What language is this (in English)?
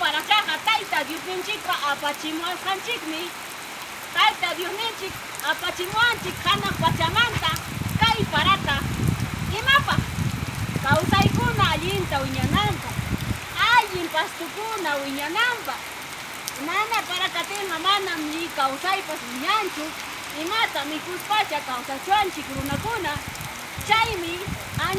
Ayacucho Quechua